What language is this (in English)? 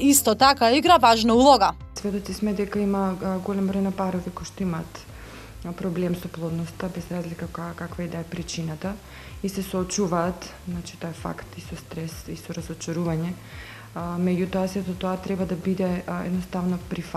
Macedonian